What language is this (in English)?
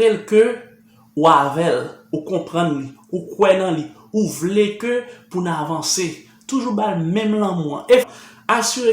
Haitian Creole